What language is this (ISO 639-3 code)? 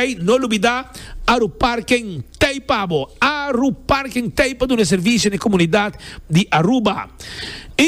pap